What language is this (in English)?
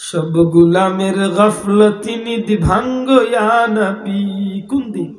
Sylheti